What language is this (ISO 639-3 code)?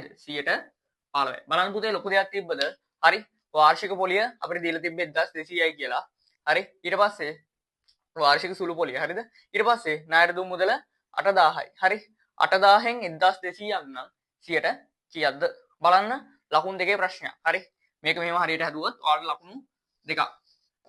sin